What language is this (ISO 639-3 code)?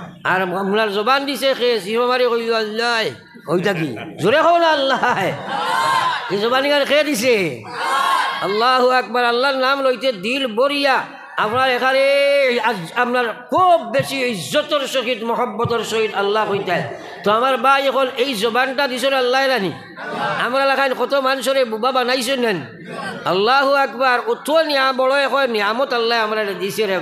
syl